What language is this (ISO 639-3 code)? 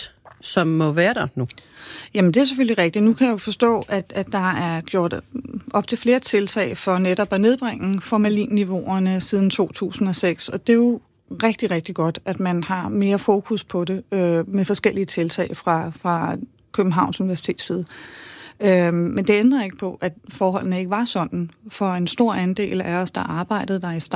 dan